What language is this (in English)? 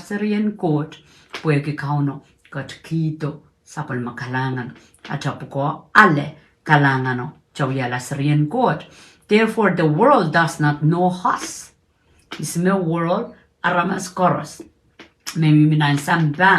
Pohnpeian